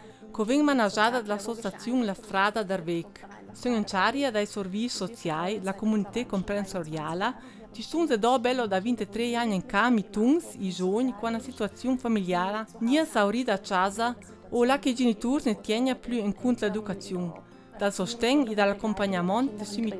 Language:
Ladin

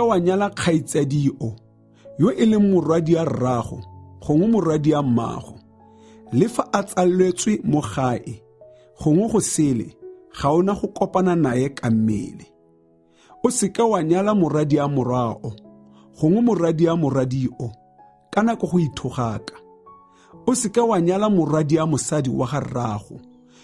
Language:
Tswana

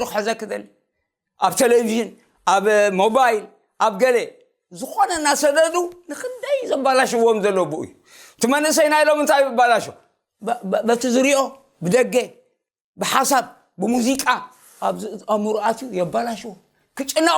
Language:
Tigrinya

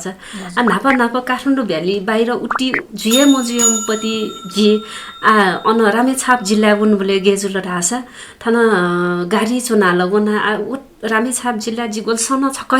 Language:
Newari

